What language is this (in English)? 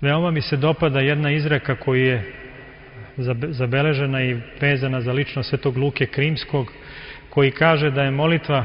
Serbian